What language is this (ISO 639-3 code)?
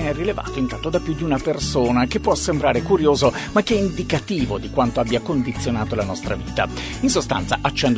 ita